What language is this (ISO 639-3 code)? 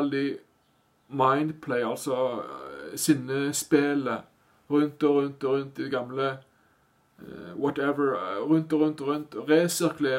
nor